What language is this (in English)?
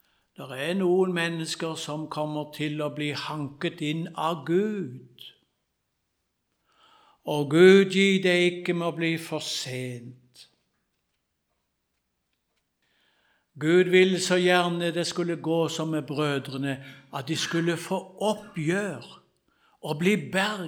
Norwegian